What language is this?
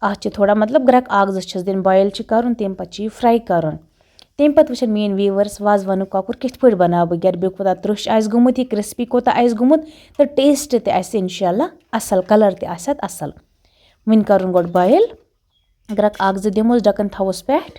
Kashmiri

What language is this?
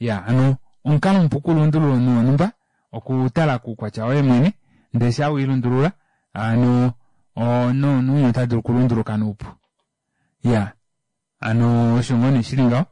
Kuanyama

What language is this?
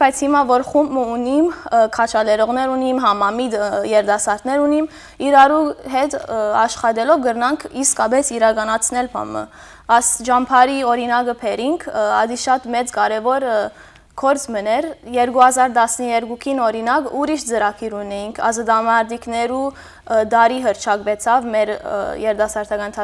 Western Armenian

